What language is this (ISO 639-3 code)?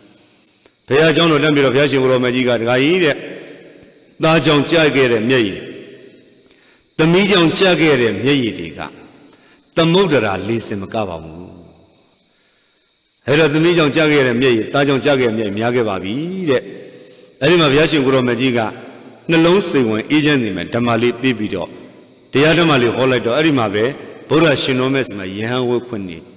mya